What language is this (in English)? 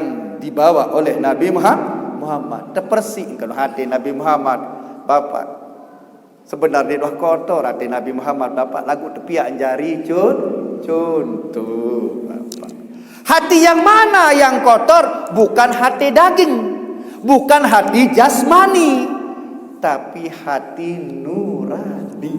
Sasak